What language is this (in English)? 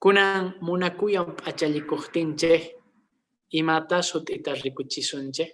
Quechua